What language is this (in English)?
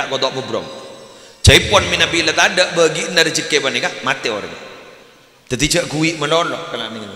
Madurese